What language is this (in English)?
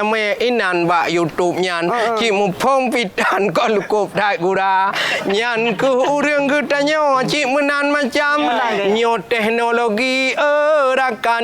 Achinese